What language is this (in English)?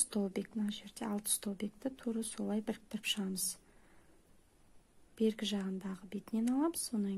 Kazakh